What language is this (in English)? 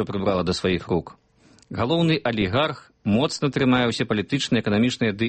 Belarusian